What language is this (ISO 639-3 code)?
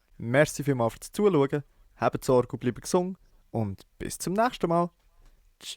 gsw